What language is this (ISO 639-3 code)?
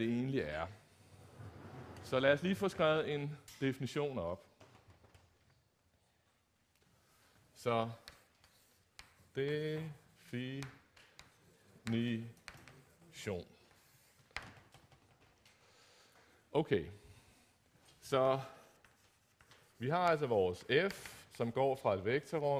dan